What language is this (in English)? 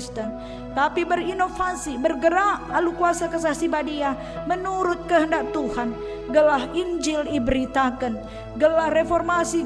Batak Karo